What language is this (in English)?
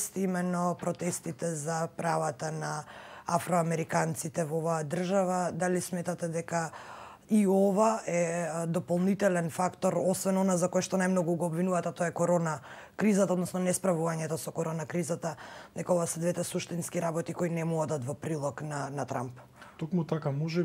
Macedonian